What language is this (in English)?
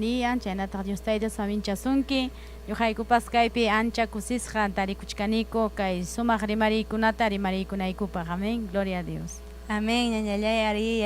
Ayacucho Quechua